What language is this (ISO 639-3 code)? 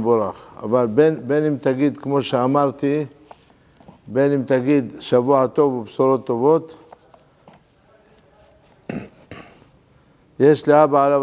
heb